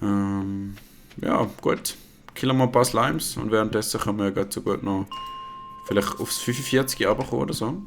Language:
Swiss German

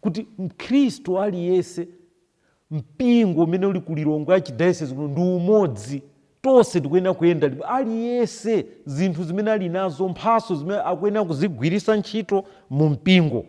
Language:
Nyanja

